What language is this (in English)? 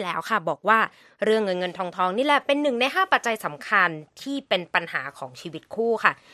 Thai